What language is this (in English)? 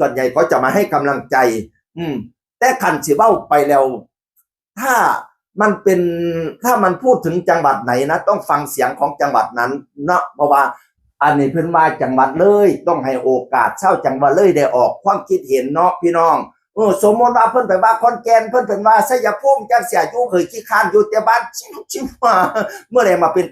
Northeastern Thai